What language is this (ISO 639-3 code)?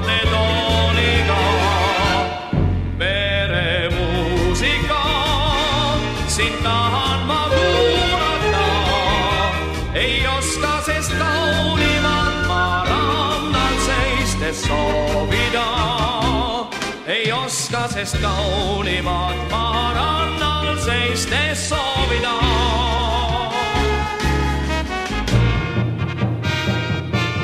est